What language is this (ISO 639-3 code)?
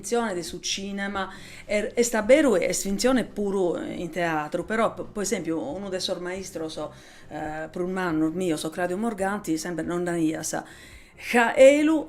srd